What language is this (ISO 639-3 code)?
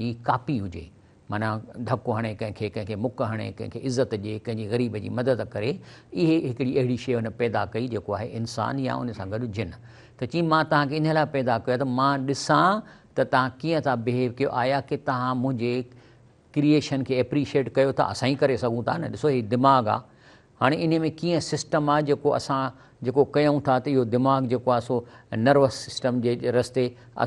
snd